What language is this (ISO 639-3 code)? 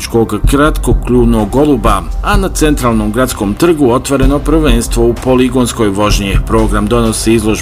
bos